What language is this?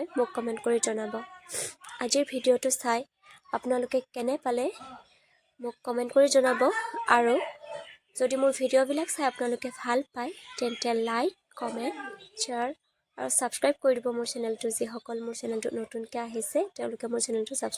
Assamese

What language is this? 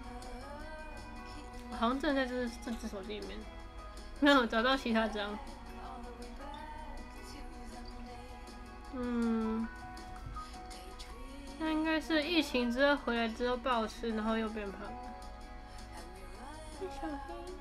Chinese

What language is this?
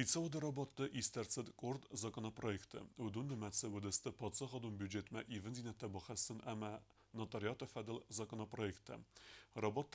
Ossetic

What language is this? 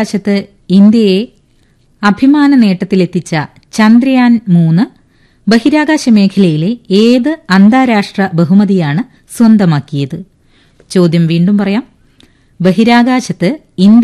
Malayalam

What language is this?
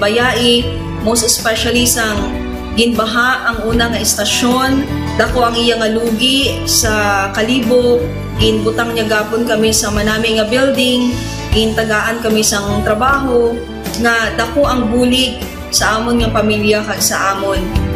Hiligaynon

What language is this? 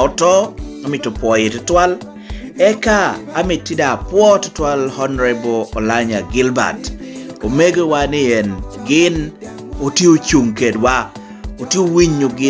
Lango (Uganda)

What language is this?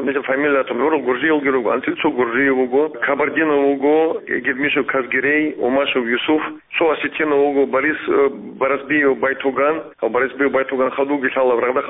Avaric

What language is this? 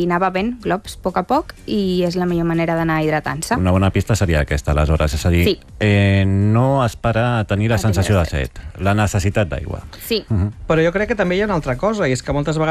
Catalan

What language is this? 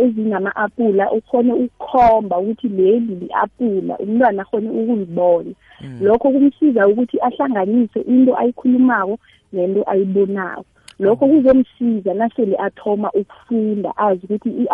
South Ndebele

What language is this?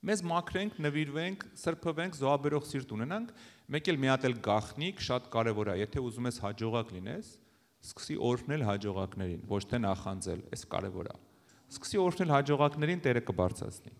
Armenian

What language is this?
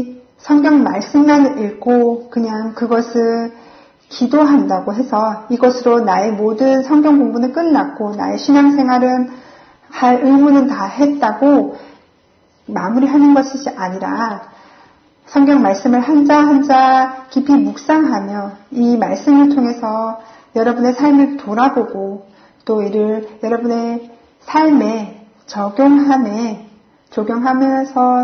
Korean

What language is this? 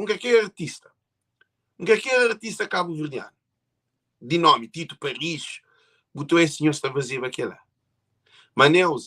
Kabuverdianu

